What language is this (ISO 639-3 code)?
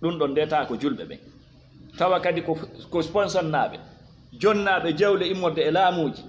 ful